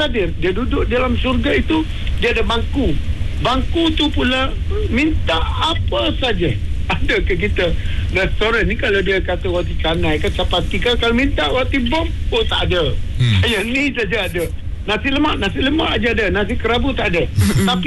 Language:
Malay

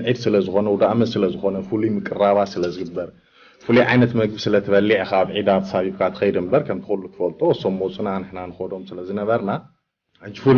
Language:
Tigrinya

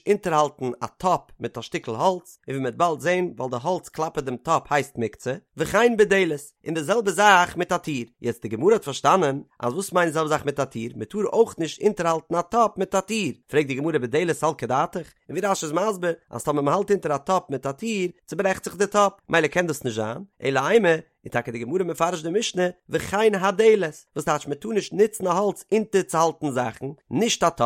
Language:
Yiddish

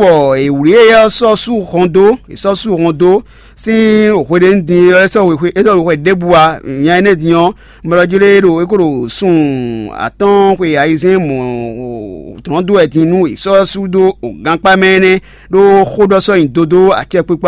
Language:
Fon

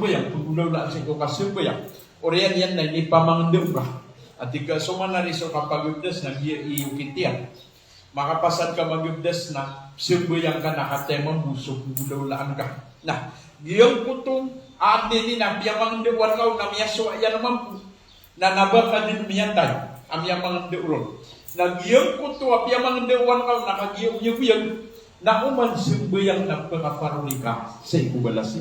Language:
Maranao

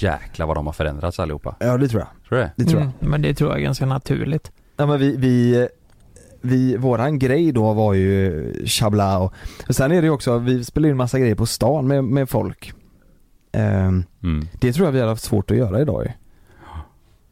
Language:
Swedish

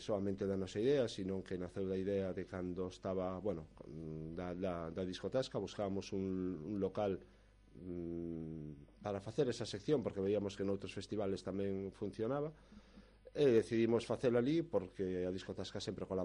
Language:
Galician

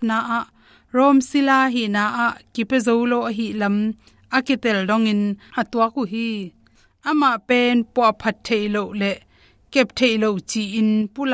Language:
Tedim Chin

